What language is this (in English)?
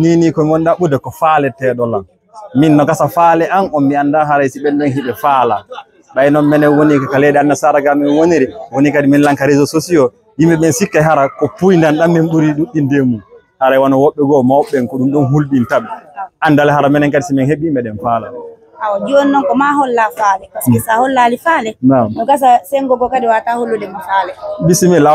Fula